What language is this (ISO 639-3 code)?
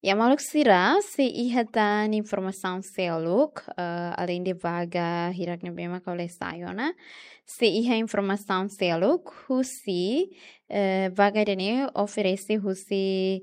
tet